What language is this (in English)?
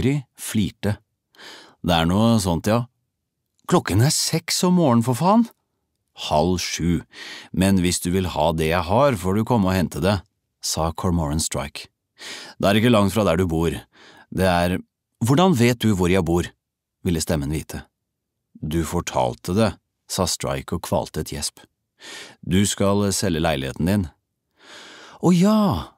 Norwegian